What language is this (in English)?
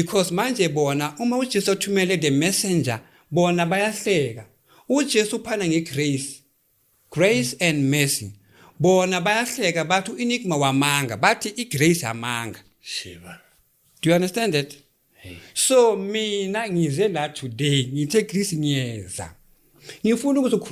Zulu